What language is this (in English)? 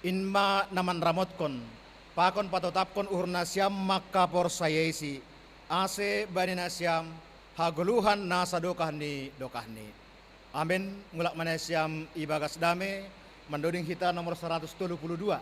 Batak Simalungun